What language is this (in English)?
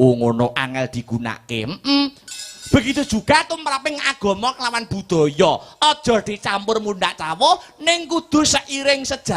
Javanese